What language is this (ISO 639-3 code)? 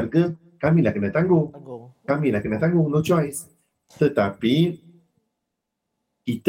msa